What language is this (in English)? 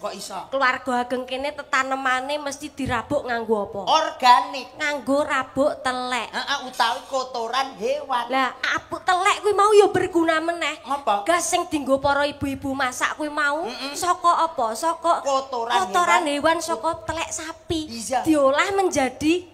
Javanese